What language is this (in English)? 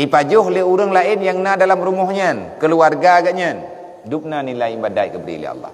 Achinese